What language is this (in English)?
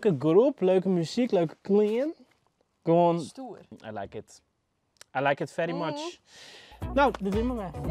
Western Frisian